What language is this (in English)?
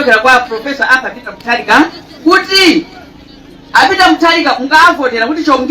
Nyanja